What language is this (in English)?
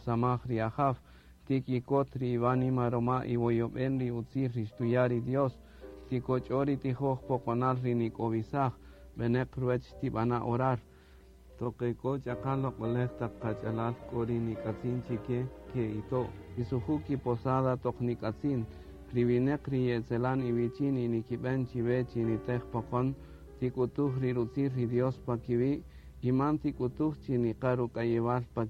Kaqchikel